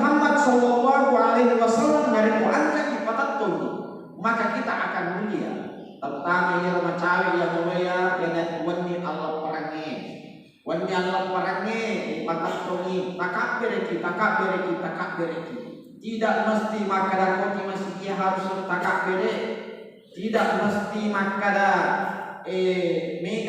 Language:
Buginese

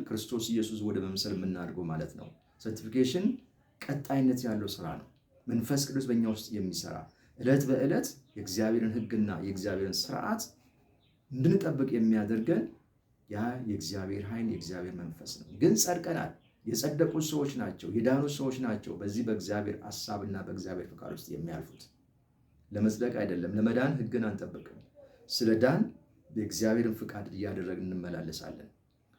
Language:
Amharic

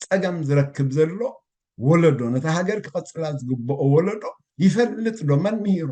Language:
Tigrinya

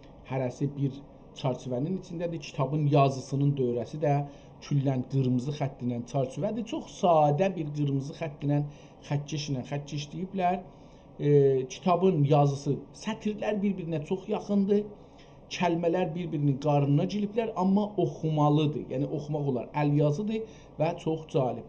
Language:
South Azerbaijani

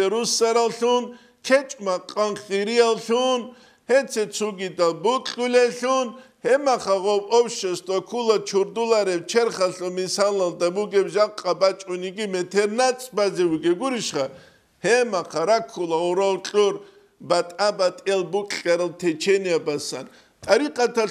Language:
Avaric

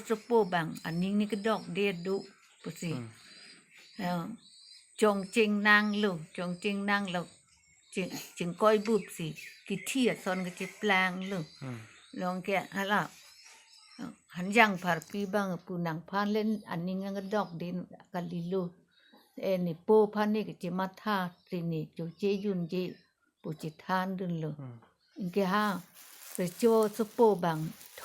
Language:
Karbi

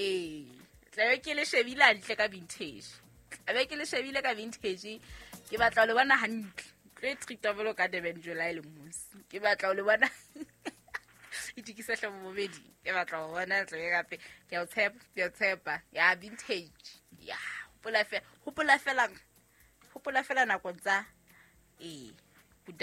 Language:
Southern Sotho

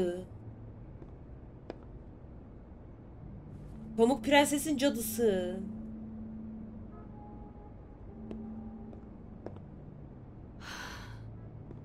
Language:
Turkish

